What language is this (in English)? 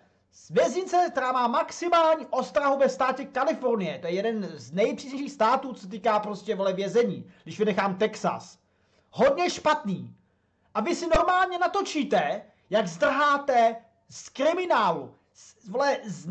Czech